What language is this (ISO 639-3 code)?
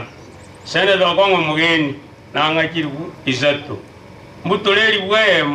guz